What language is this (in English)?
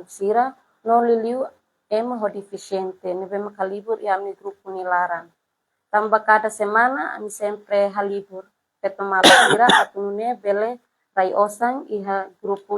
Tetum